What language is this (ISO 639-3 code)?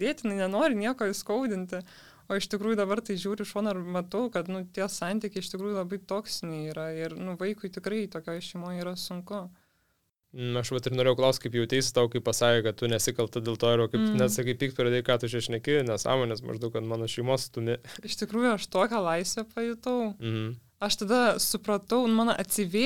lit